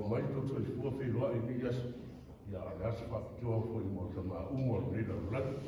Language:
Samoan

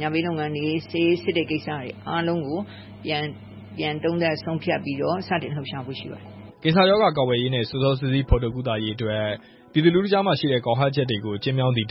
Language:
Burmese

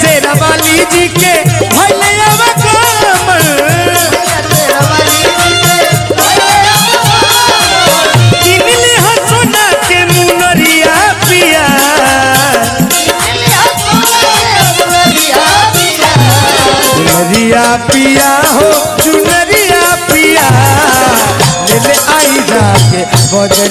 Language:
Bhojpuri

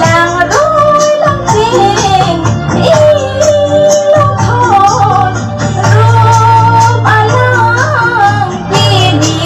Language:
Karbi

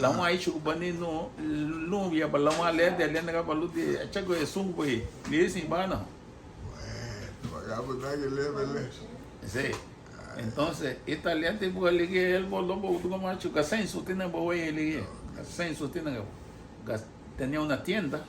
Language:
Garifuna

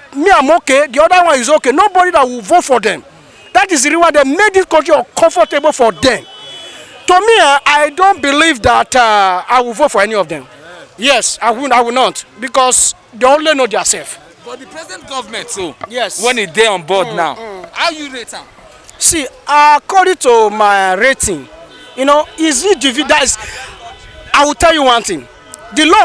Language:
Nigerian Pidgin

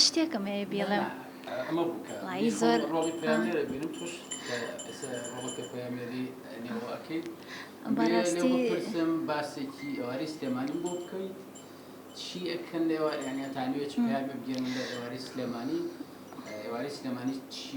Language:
Central Kurdish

